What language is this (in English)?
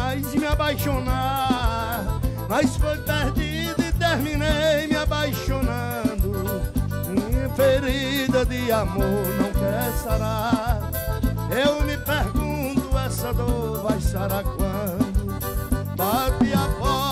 Portuguese